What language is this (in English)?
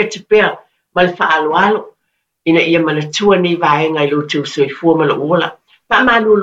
Samoan